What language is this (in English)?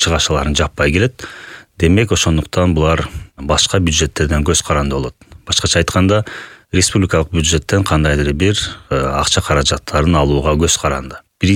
Kyrgyz